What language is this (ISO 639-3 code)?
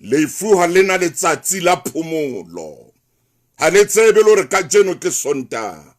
sot